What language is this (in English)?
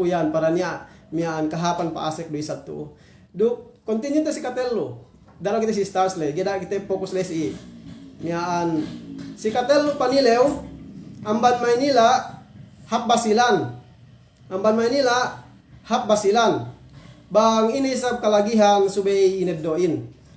Yakan